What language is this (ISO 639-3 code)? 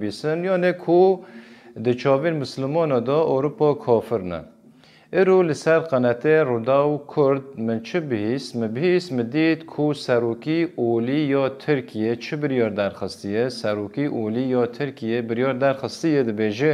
kur